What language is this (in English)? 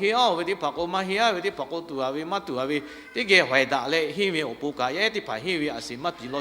Lahu